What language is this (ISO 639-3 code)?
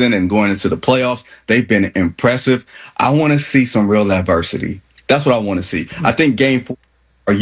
eng